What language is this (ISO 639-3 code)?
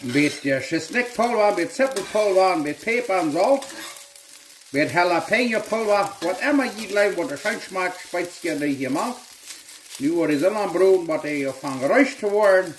pdt